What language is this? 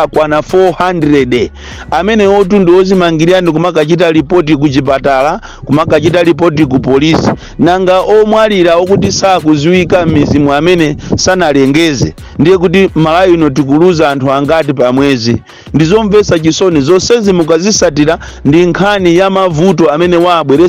Nyanja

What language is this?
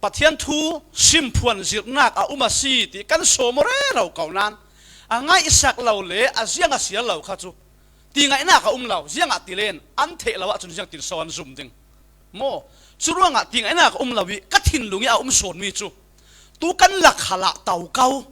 Falam Chin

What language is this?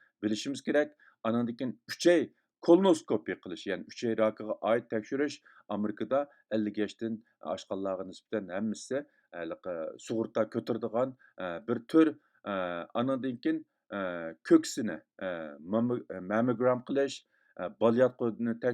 Uyghur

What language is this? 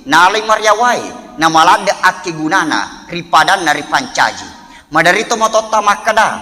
Buginese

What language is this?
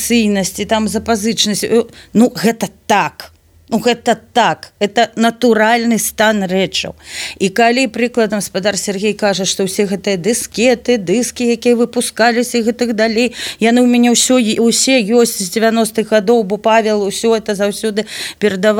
Belarusian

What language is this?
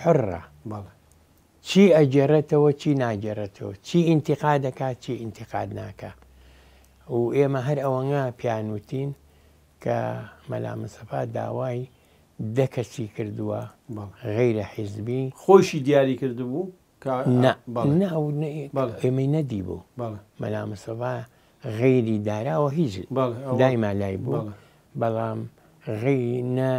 Central Kurdish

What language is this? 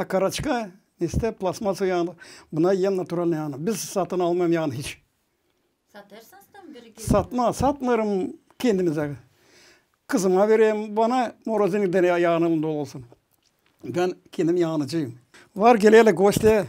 Gagauz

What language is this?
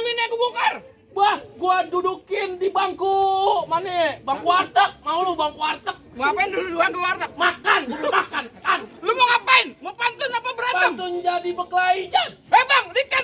Betawi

